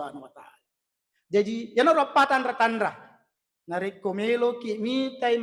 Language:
Buginese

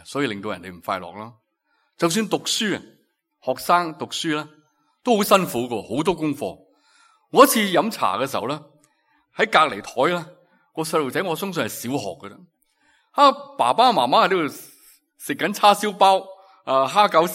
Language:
Cantonese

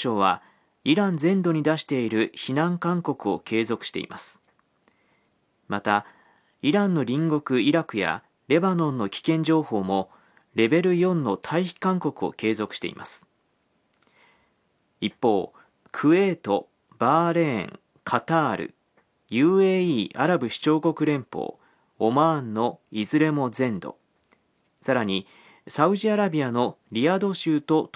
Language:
Japanese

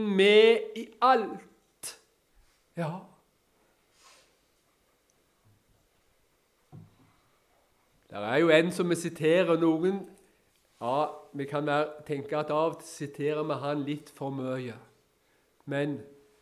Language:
Norwegian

